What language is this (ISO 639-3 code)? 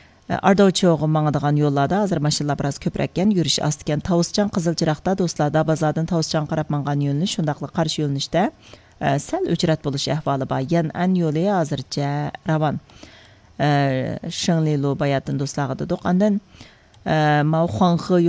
uig